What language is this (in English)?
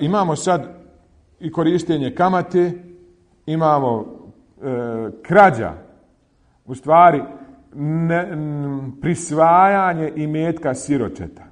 Bosnian